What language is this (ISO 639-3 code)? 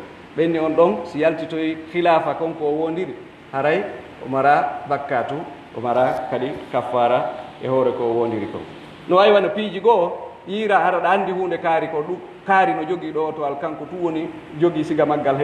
fuf